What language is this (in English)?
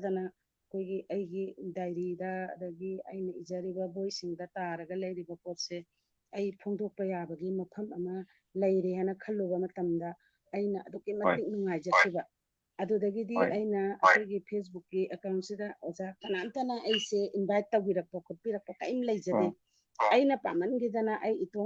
Manipuri